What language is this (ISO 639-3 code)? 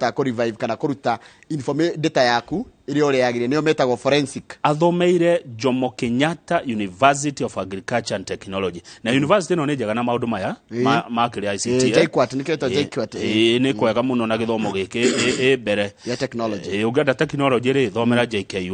kik